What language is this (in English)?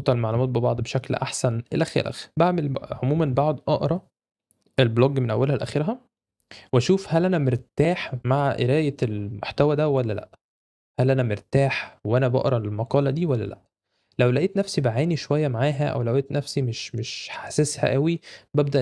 Egyptian Arabic